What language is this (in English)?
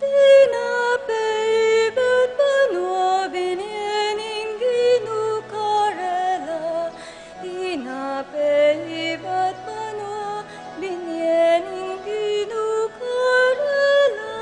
Pampanga